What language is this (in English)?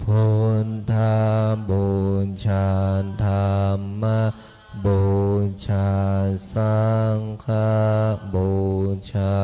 Pali